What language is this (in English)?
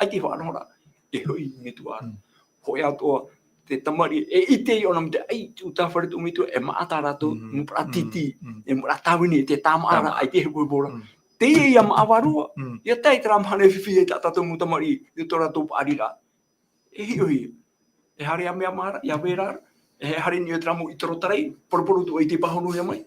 Tahitian